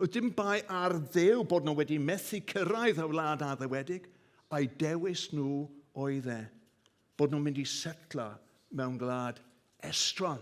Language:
Welsh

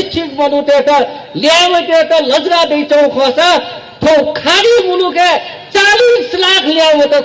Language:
Newari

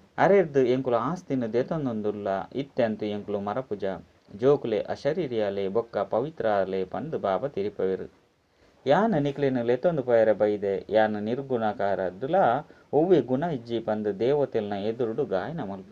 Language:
Tulu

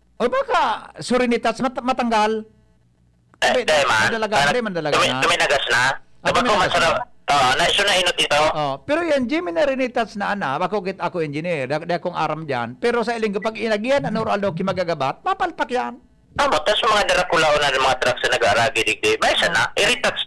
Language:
Bikol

